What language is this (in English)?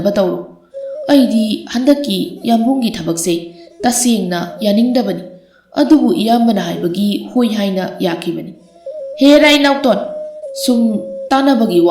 Manipuri